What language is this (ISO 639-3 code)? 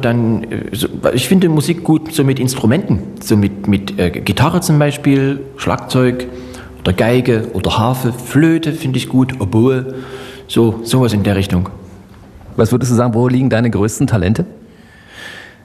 deu